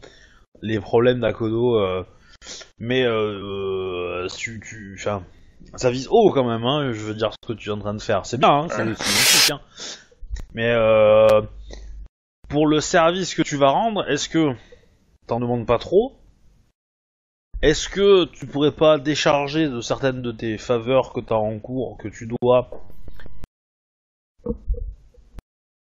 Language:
French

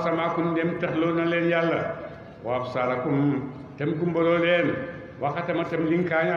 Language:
Wolof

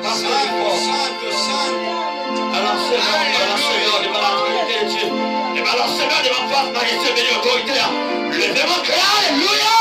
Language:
Haitian Creole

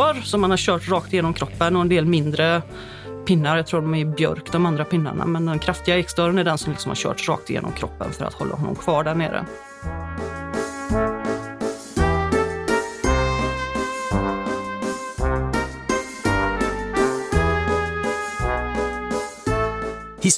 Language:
Swedish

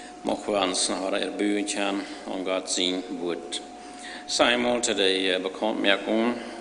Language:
Plautdietsch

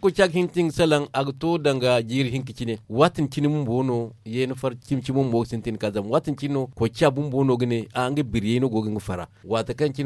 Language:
Zarma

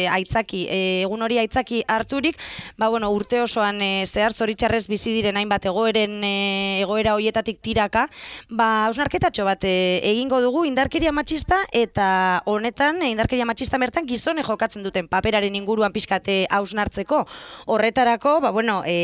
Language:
Basque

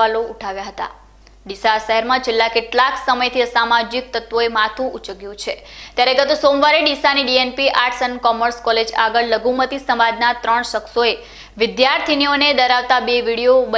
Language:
Gujarati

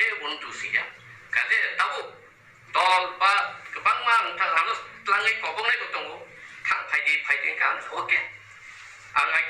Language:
Kok Borok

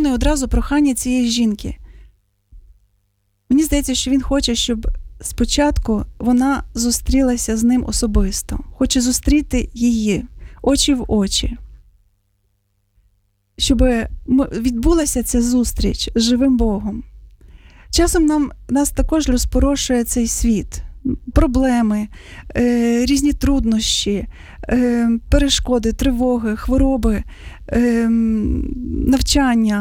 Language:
Ukrainian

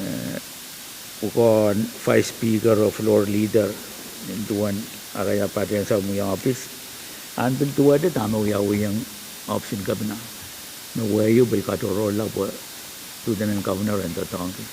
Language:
Pohnpeian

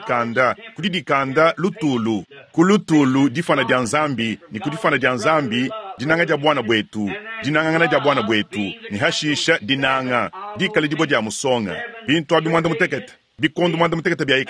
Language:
Luba-Lulua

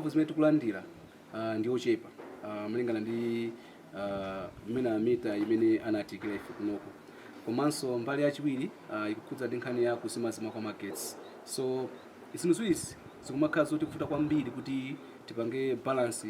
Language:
Nyanja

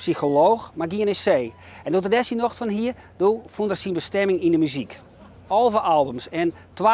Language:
Western Frisian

